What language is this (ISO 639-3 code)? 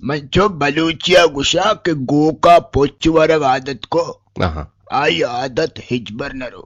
bgp